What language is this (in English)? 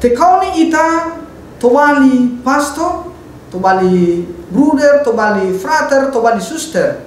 Nias